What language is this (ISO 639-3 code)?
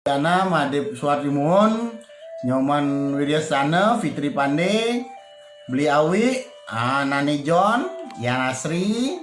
ban